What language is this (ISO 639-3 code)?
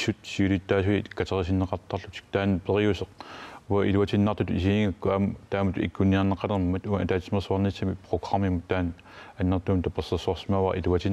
kal